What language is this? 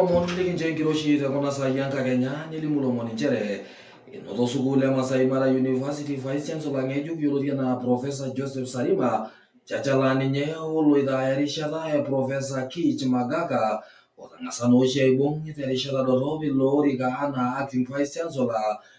Masai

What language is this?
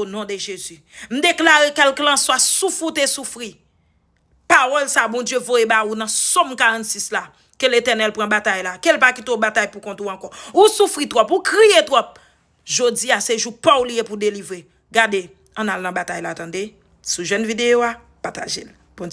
Haitian Creole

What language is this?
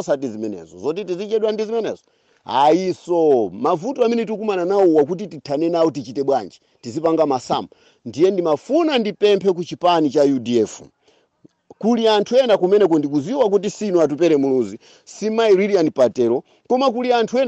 Nyanja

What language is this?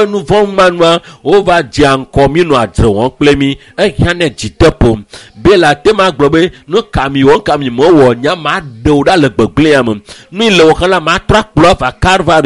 Ewe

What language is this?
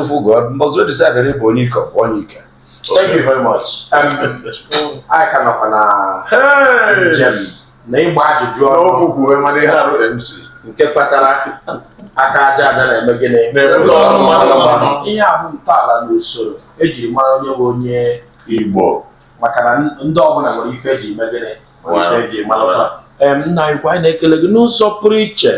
Igbo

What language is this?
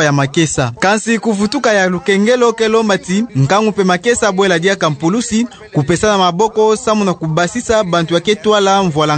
Kituba (Democratic Republic of Congo)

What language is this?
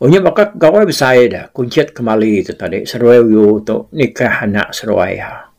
Iban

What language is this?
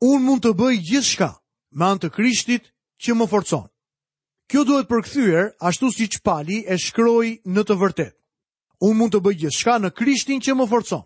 Albanian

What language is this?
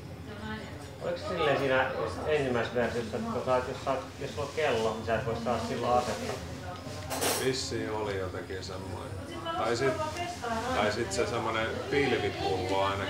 Finnish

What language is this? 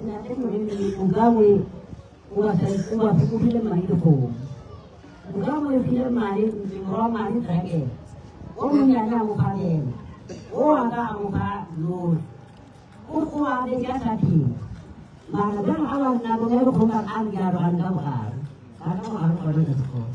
Northern Sotho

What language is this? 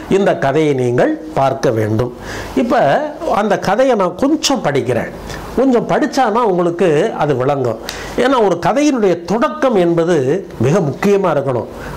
Tamil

